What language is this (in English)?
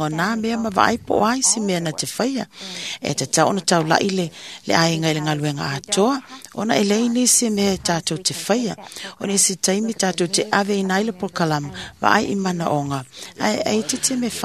Samoan